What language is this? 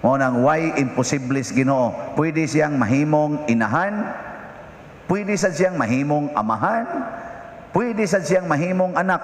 Cebuano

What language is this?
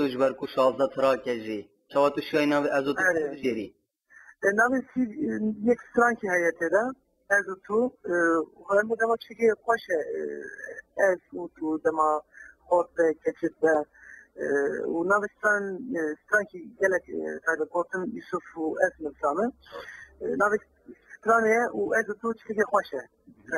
Kurdish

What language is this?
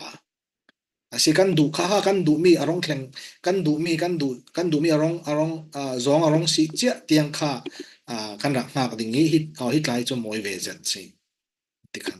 Falam Chin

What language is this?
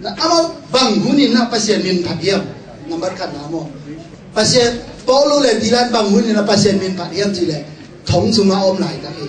Tedim Chin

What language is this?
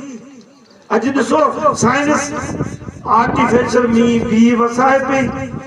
Sindhi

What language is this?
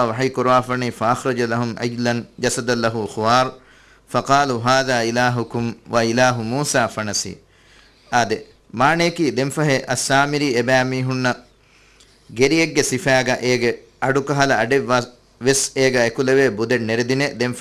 Divehi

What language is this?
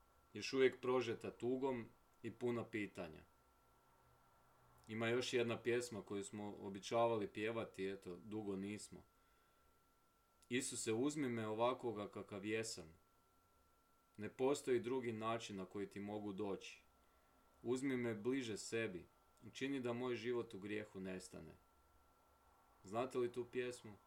Croatian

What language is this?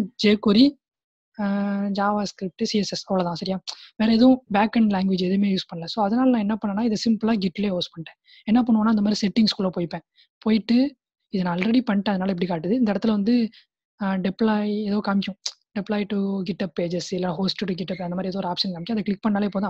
Tamil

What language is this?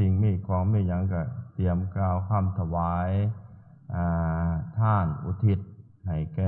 Northeastern Thai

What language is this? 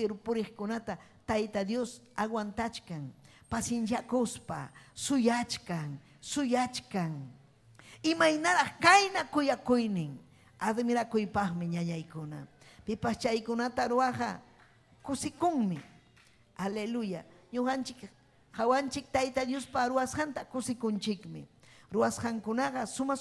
Ayacucho Quechua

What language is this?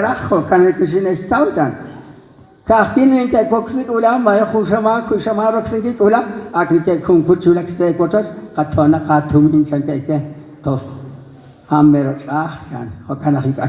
Kekchí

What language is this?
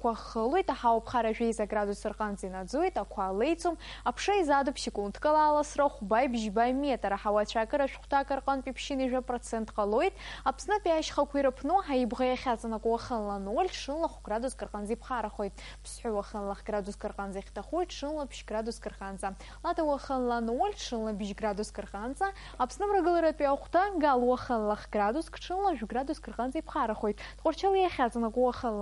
Abkhazian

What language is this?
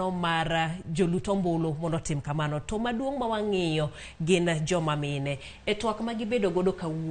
Luo (Kenya and Tanzania)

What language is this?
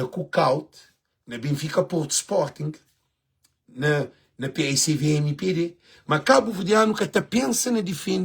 Kabuverdianu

